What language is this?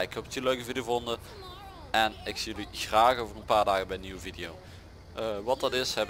Dutch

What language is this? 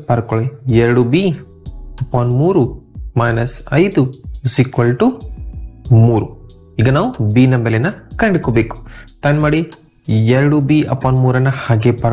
Kannada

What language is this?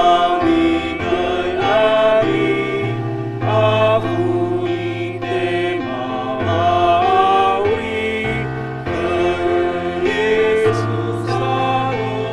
Nias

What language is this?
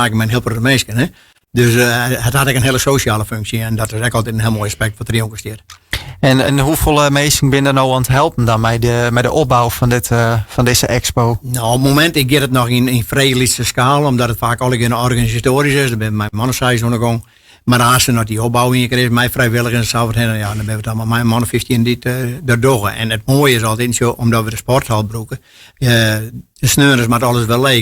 Western Frisian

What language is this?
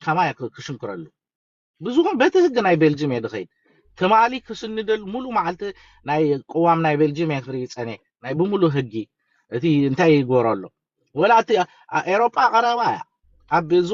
Tigrinya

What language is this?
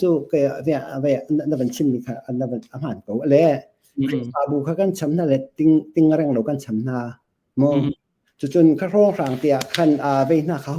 Hakha Chin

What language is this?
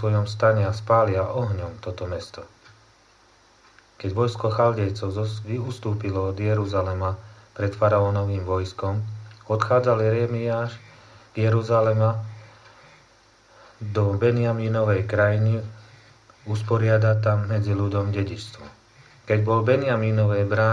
Slovak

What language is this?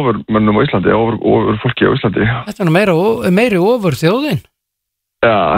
Icelandic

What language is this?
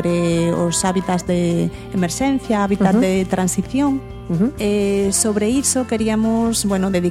Galician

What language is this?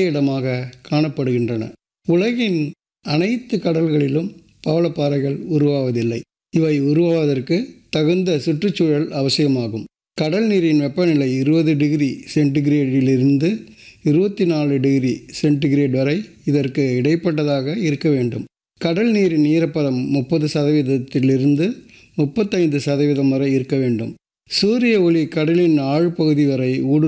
Tamil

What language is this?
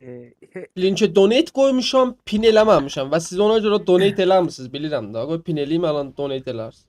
South Azerbaijani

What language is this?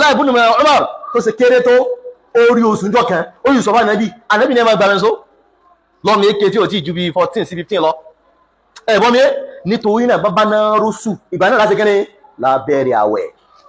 Yoruba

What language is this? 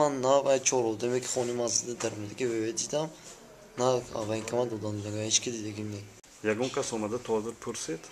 Tajik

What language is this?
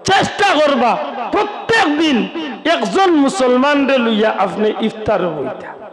Sylheti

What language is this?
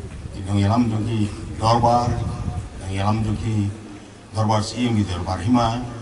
Khasi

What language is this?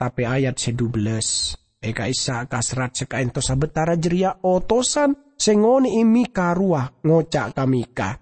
Madurese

